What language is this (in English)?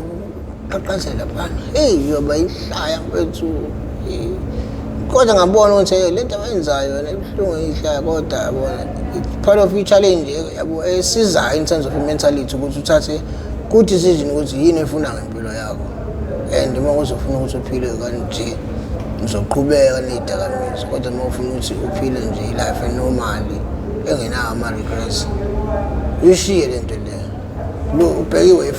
Zulu